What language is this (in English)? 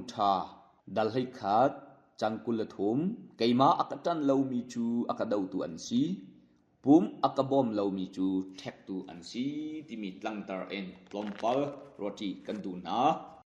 Hakha Chin